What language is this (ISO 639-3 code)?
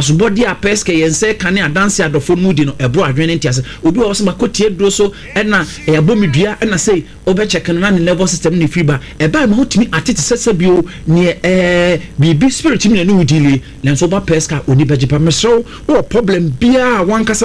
aka